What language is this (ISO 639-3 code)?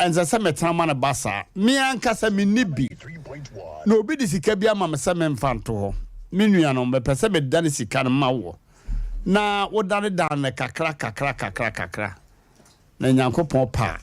aka